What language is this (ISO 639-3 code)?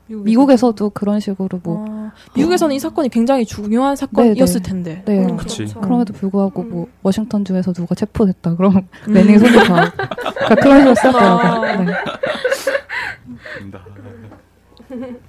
kor